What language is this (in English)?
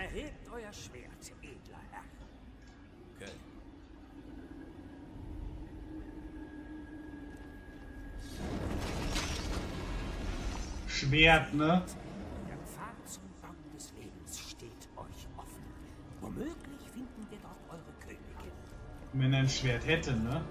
German